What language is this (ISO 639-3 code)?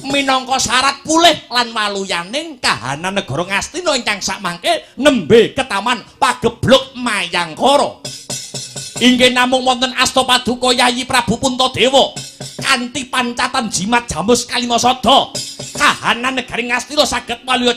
jav